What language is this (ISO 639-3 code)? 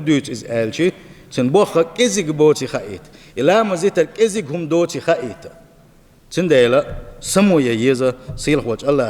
che